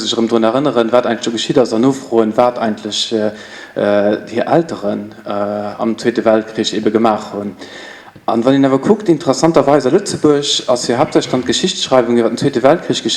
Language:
Luxembourgish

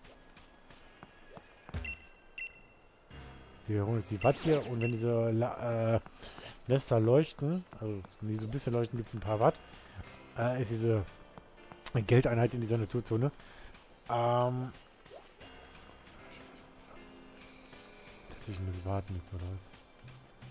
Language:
German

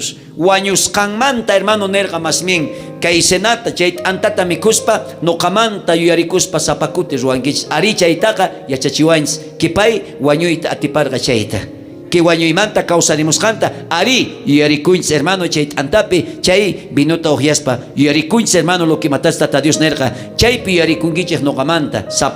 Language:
South Bolivian Quechua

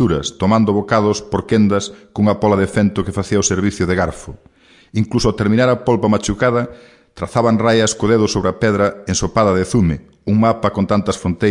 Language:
Galician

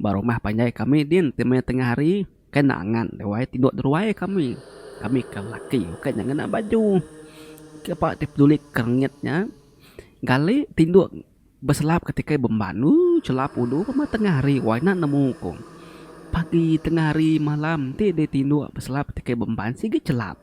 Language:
Iban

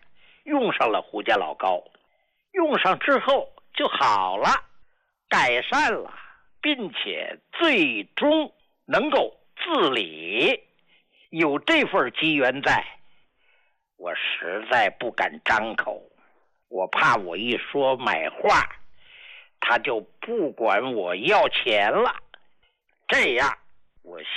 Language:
Chinese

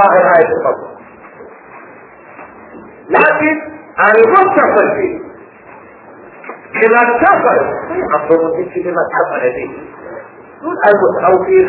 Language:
Arabic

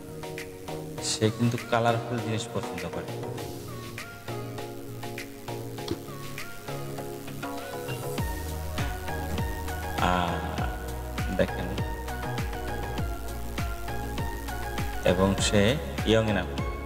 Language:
Bangla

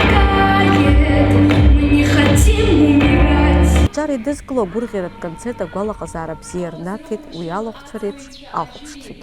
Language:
Abkhazian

